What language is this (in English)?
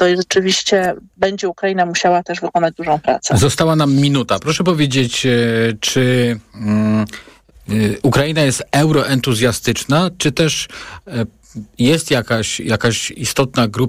Polish